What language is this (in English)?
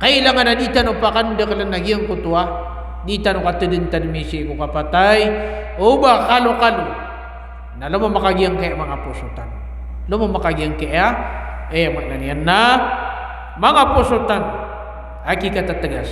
Maranao